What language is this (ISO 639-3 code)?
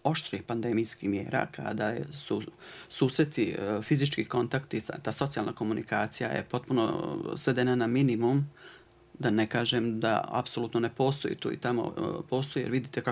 bos